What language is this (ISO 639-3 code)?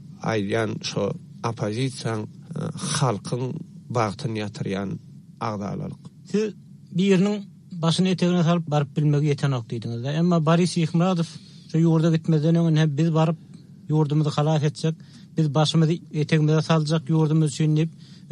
tuk